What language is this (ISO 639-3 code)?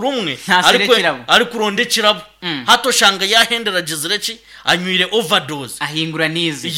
nyn